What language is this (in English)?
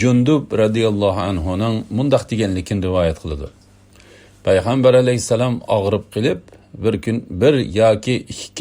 Uyghur